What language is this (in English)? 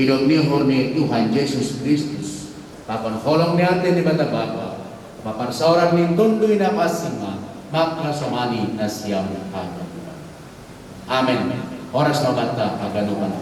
Batak Simalungun